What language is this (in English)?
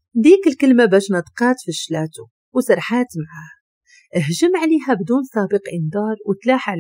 Moroccan Arabic